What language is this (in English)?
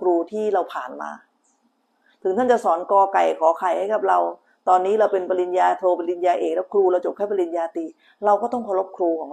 Thai